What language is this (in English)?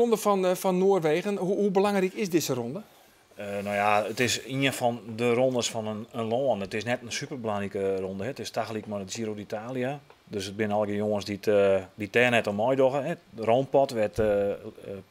Western Frisian